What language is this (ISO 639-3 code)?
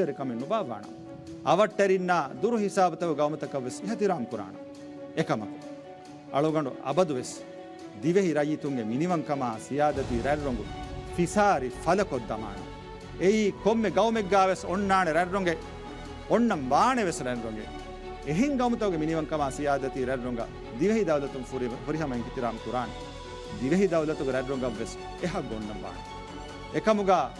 div